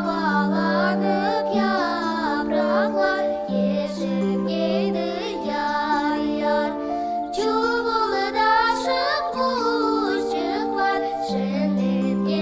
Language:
Crimean Tatar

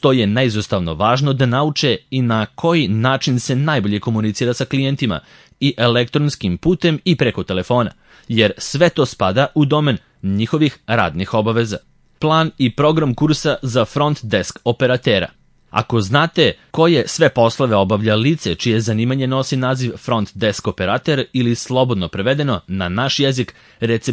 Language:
Serbian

